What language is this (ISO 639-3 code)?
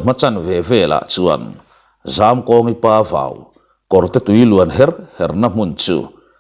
lus